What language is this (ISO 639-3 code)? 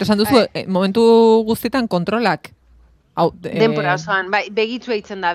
eus